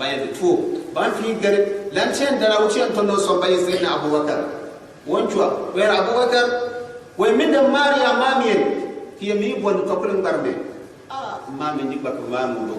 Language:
Gourmanchéma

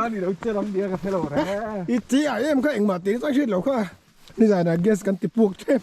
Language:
Mizo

